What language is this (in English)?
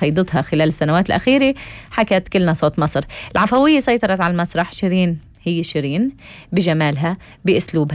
North Levantine Arabic